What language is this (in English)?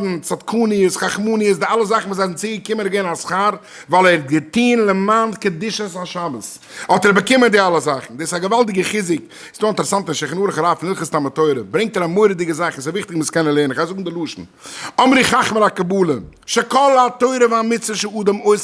Yiddish